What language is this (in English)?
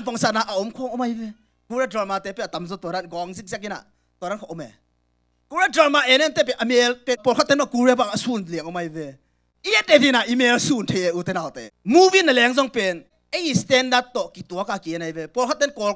Tedim Chin